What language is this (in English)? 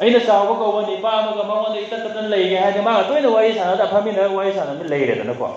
Manipuri